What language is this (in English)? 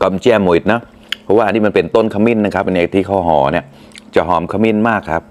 Mon